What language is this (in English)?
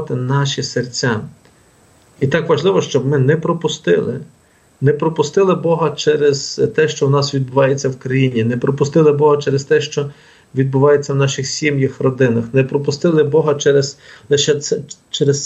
Ukrainian